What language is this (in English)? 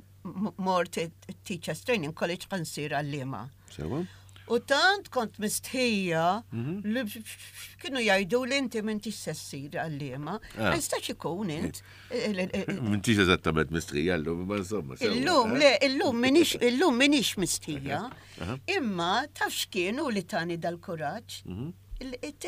Maltese